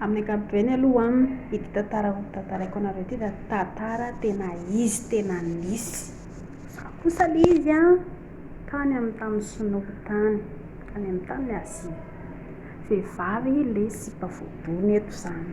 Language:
Malagasy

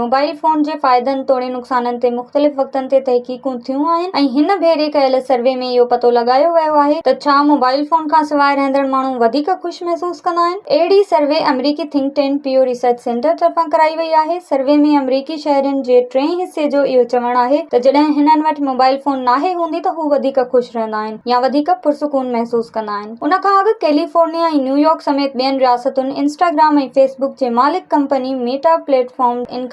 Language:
Sindhi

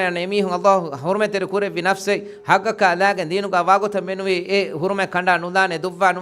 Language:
Divehi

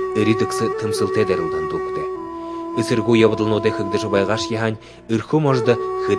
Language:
Buriat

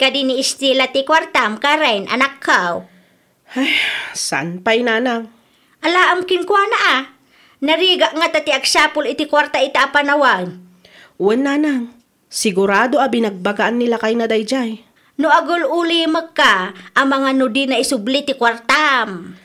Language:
Iloko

